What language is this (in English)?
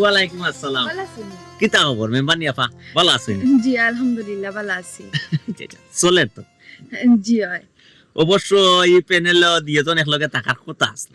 Sylheti